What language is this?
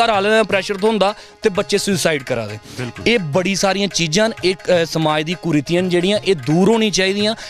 Dogri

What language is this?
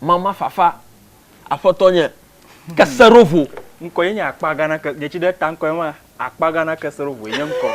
Ewe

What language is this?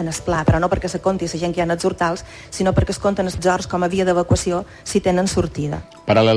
Catalan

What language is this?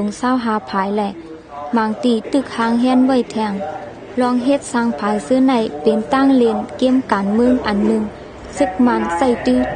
Shan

